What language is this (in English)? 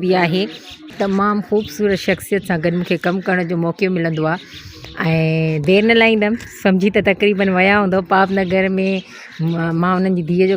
Sindhi